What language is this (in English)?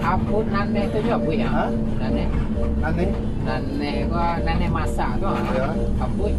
Minangkabau